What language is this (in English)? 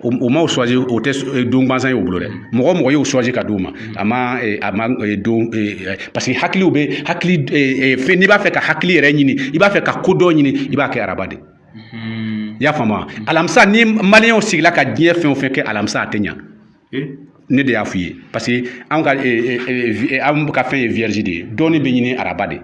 Bambara